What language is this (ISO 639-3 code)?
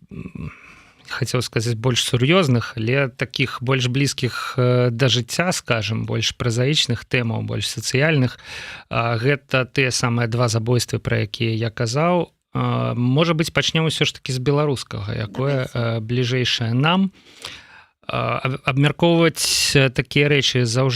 bel